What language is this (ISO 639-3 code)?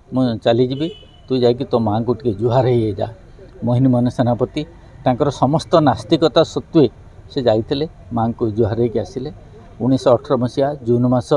ori